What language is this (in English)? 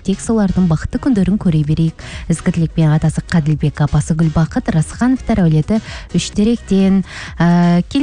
Kazakh